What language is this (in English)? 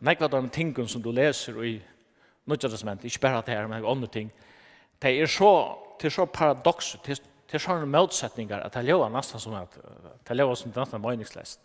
Faroese